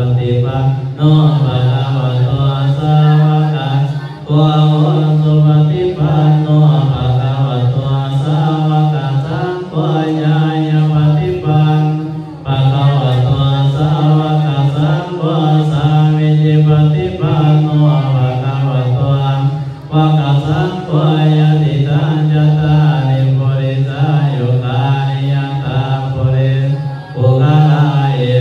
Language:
Pali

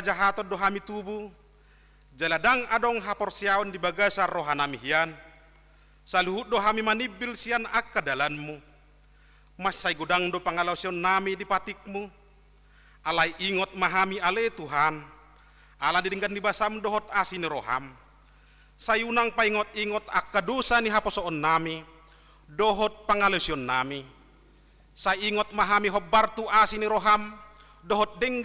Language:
Batak Toba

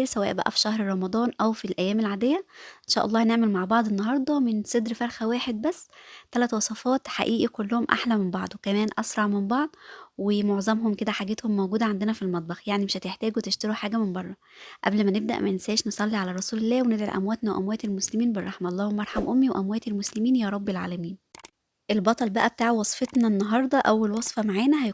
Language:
Egyptian Arabic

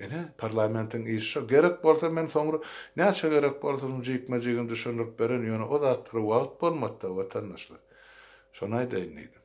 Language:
Turkmen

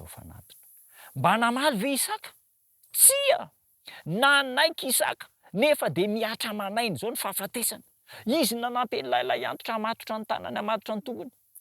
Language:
Malagasy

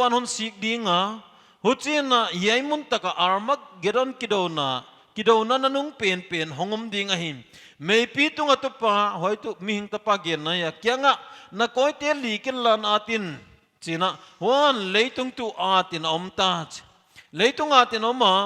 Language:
Paite Chin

